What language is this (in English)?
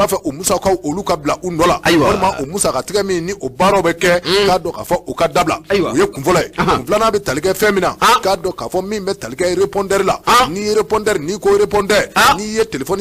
Bambara